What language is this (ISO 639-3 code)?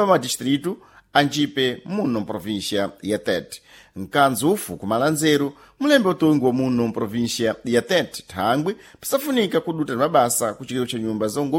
seh